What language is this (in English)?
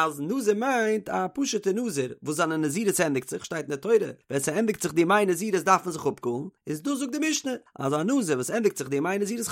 Yiddish